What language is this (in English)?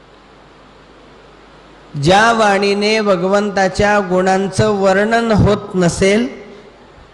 Marathi